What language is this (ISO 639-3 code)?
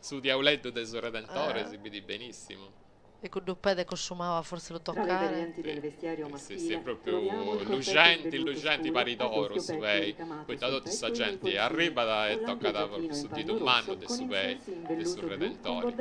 srd